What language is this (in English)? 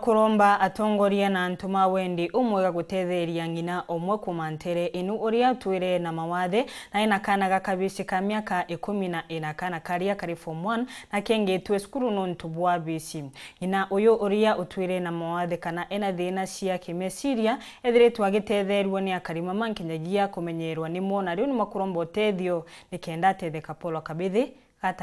Meru